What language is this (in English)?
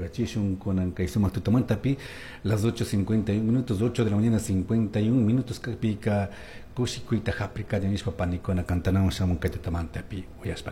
Chimborazo Highland Quichua